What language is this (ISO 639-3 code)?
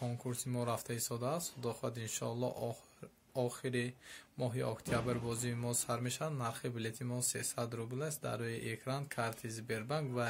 tgk